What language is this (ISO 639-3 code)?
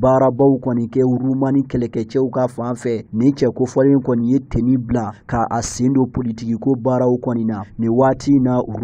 bam